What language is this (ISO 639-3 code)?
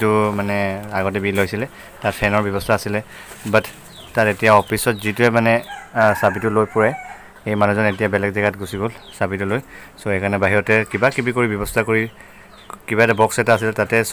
asm